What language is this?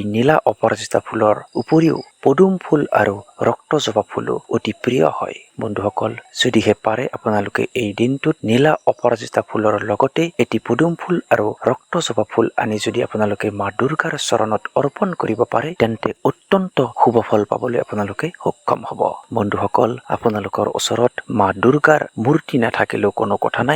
Assamese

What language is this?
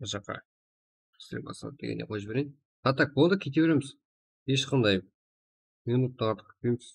Kara-Kalpak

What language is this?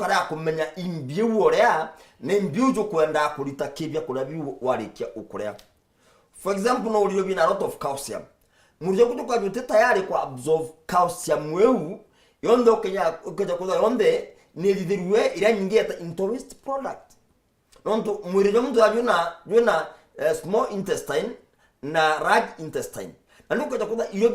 Meru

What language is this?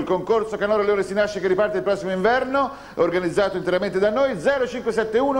Italian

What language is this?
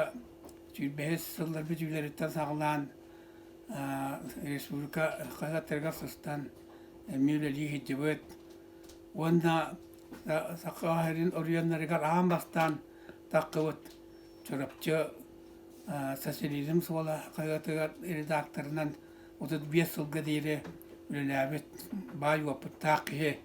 Yakut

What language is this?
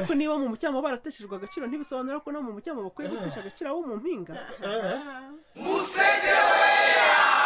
Kinyarwanda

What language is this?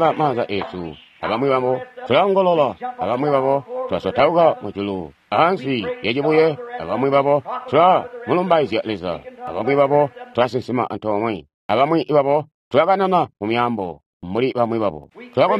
Tonga (Zambia)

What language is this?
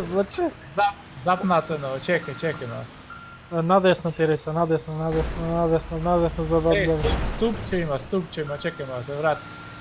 Macedonian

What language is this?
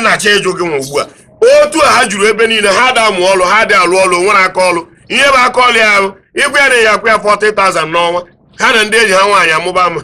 Igbo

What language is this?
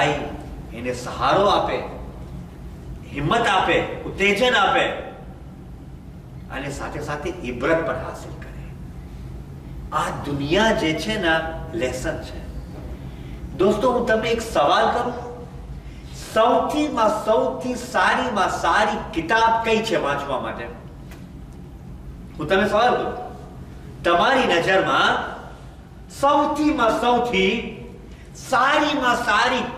Gujarati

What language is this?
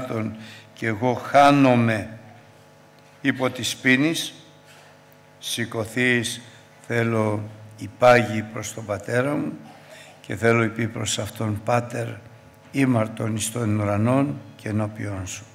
Greek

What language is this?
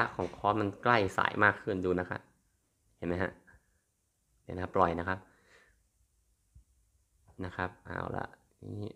Thai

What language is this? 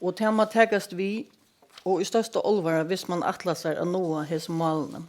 Faroese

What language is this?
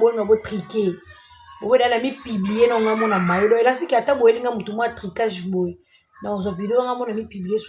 Lingala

